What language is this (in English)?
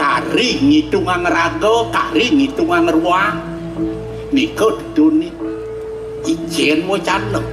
Balinese